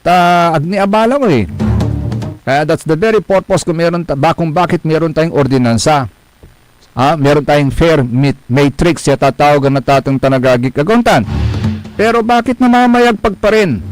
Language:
Pangasinan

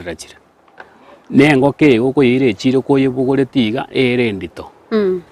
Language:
Gusii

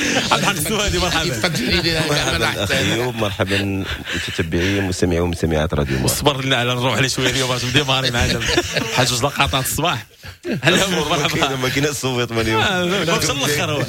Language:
Moroccan Arabic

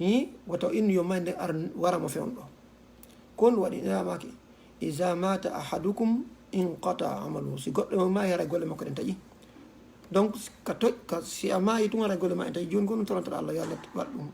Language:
Fula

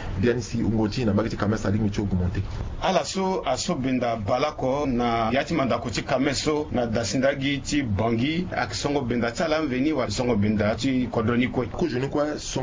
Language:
Sango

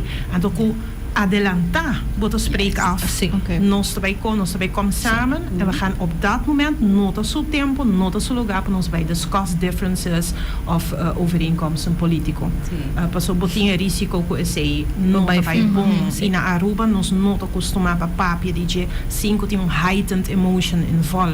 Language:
Papiamento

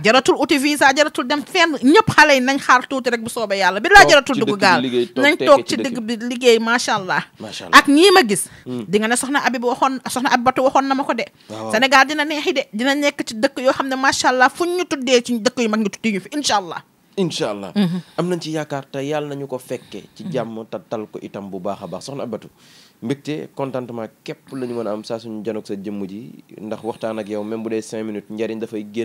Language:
Wolof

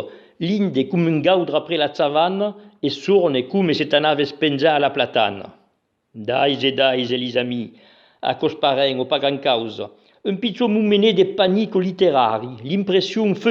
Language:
Occitan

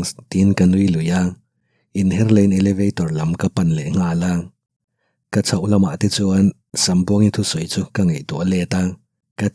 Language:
Mizo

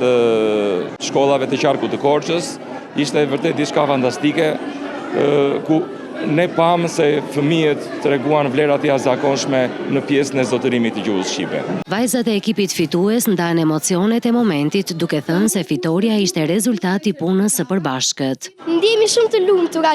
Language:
Albanian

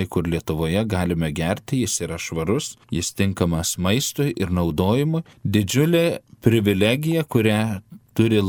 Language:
Lithuanian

